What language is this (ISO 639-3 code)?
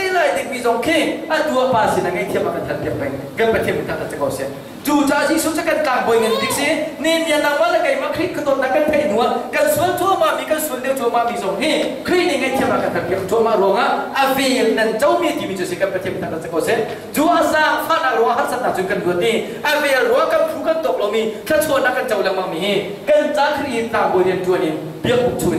cnh